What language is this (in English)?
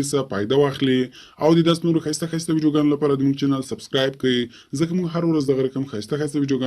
Pashto